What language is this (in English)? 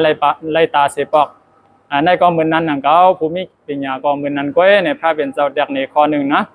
Shan